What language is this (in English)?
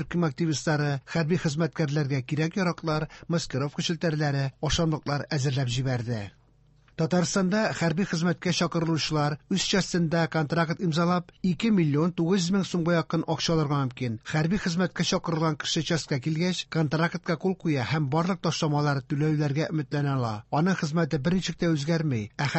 Tatar